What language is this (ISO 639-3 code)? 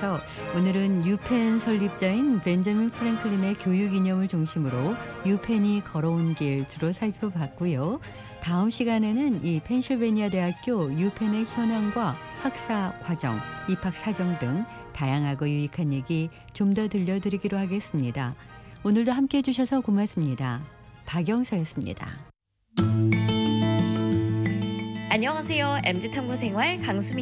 kor